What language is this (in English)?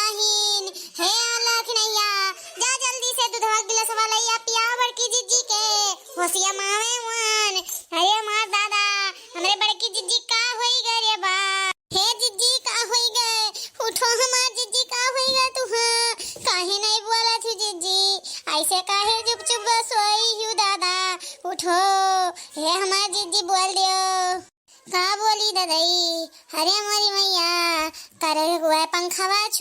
Awadhi